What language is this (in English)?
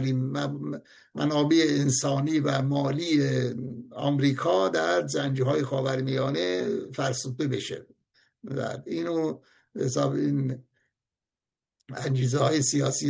Persian